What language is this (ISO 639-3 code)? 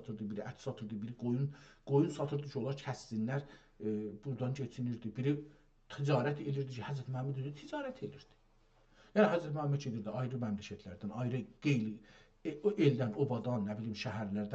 azb